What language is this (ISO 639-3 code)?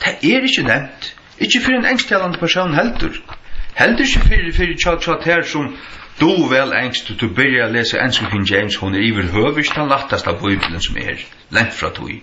fao